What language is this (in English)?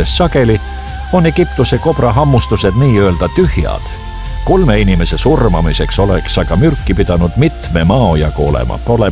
Estonian